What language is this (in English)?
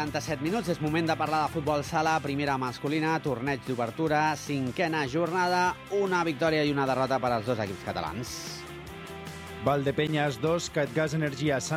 Catalan